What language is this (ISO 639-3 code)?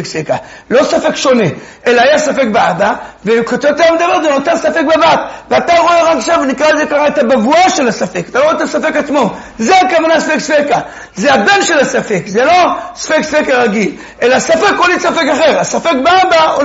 heb